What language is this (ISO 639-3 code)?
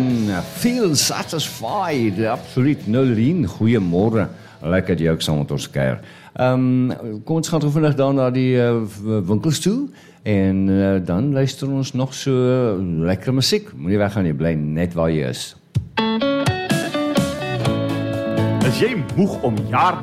afr